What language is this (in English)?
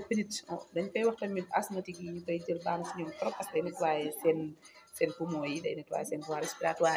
Wolof